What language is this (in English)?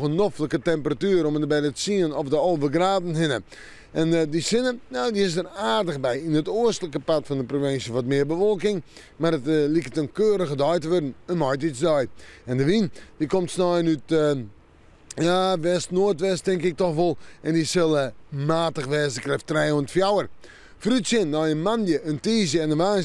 Western Frisian